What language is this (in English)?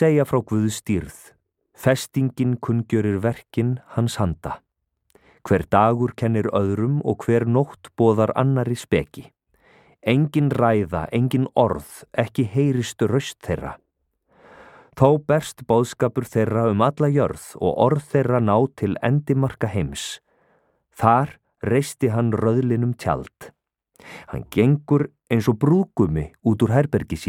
Icelandic